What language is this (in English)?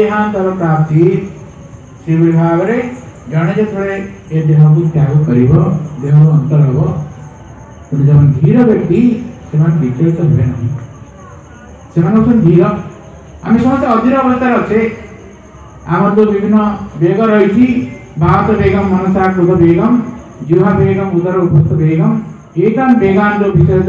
Odia